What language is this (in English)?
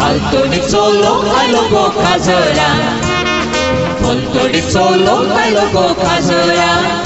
Konkani